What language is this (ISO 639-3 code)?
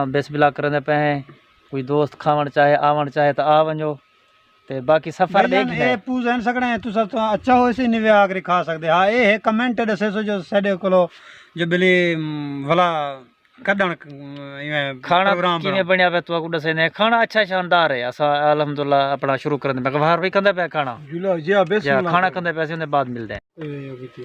skr